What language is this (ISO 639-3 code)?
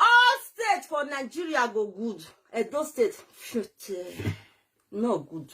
pcm